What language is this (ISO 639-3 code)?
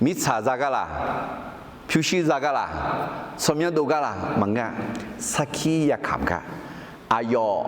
ahk